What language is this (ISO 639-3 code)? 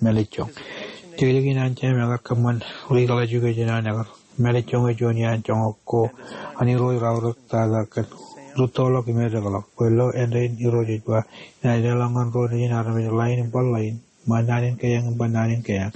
mah